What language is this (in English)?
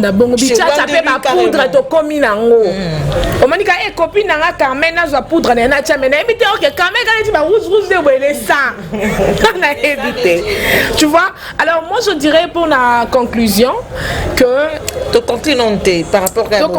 Lingala